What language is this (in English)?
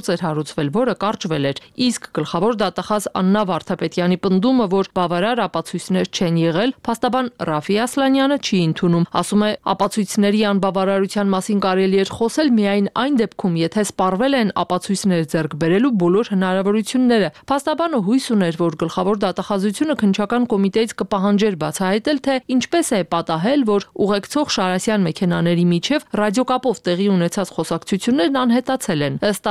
Armenian